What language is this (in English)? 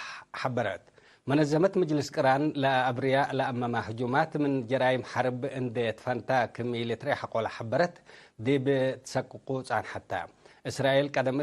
Tigre